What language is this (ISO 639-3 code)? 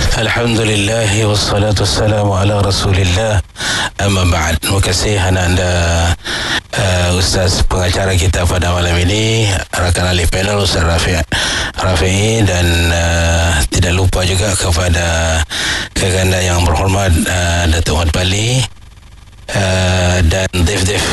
msa